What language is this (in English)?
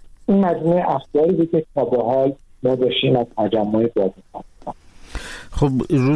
Persian